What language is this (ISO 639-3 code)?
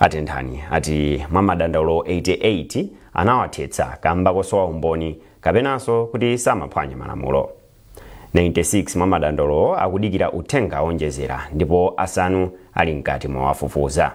nya